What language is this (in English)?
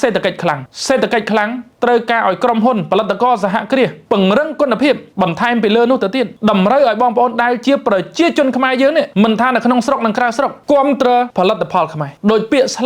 Khmer